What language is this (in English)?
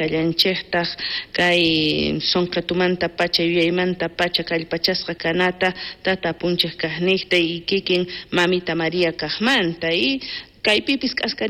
South Bolivian Quechua